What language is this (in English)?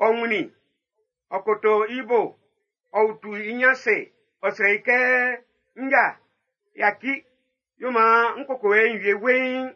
Baoulé